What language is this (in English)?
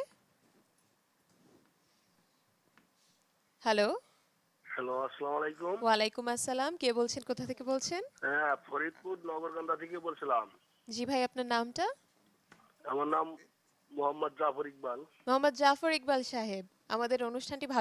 Bangla